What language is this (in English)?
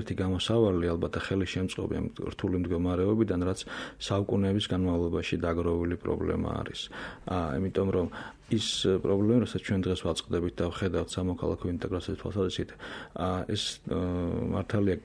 Georgian